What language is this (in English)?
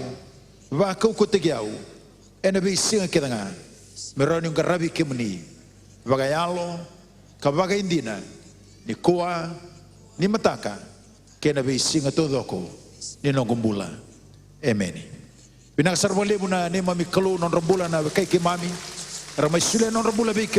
Fijian